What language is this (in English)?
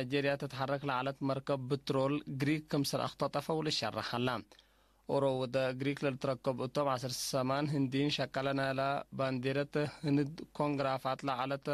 Tigre